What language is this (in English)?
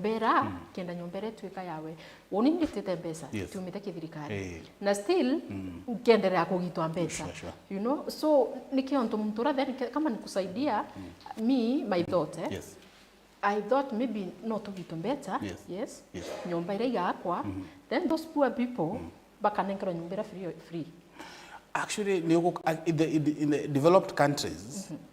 Meru